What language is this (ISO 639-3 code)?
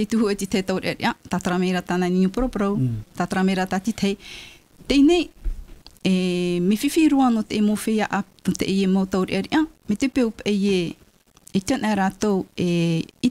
tah